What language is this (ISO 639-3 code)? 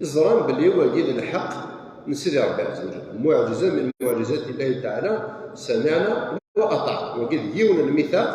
kab